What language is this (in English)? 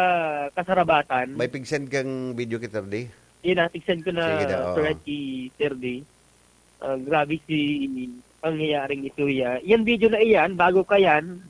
Bikol